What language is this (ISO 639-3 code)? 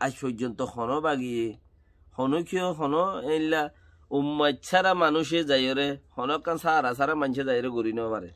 rhg